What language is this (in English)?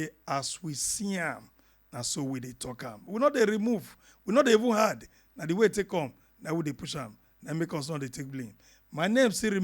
Nigerian Pidgin